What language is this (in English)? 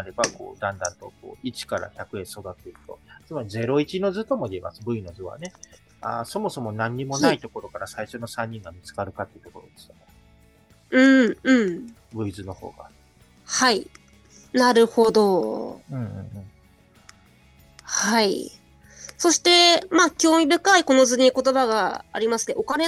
Japanese